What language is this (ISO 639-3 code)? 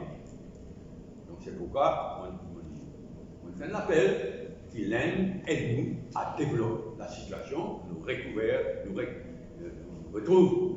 mfe